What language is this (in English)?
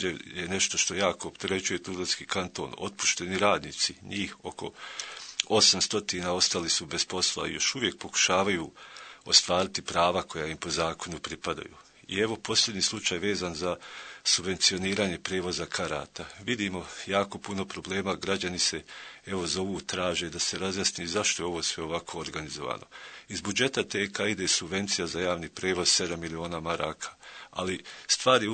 Bosnian